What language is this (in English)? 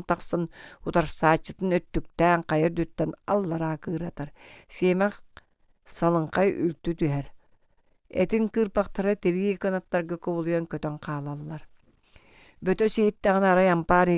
Yakut